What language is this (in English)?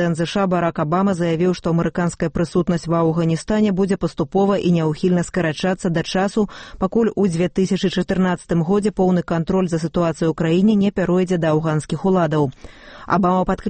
Belarusian